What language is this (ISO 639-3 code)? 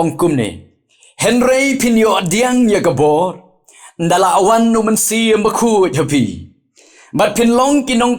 kha